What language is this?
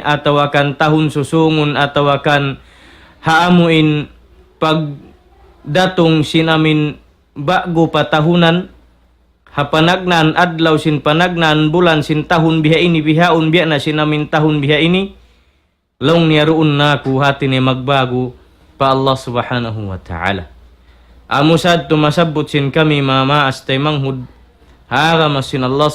Tausug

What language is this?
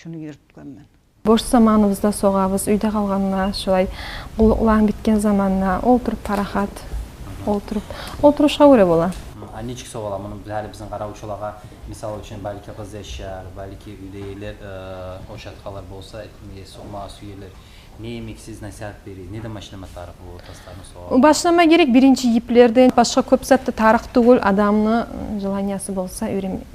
Kumyk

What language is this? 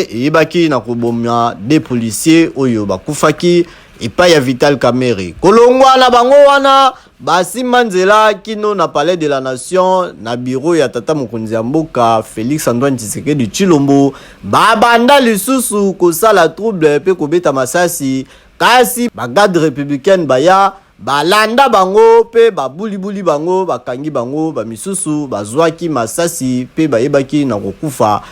Lingala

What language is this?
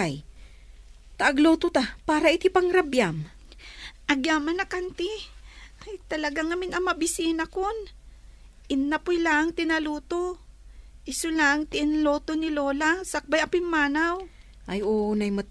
Iloko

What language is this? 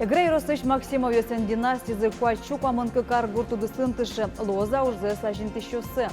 Udmurt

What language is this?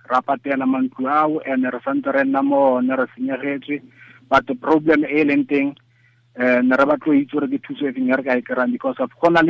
Tswana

